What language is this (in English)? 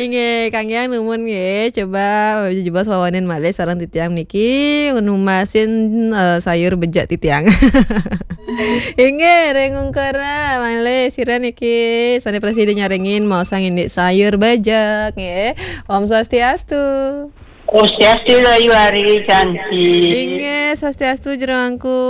Balinese